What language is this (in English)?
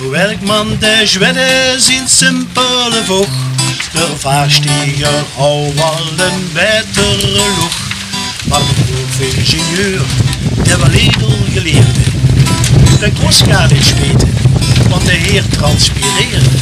Limburgish